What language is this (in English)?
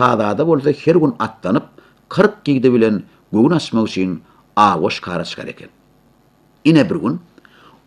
Turkmen